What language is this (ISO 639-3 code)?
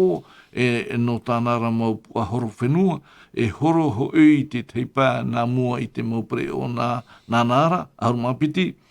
tah